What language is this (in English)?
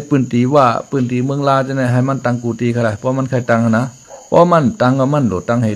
Shan